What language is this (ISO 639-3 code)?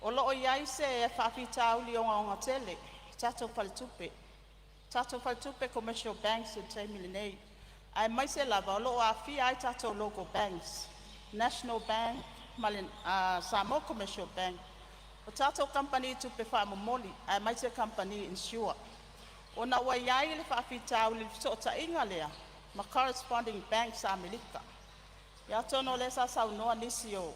smo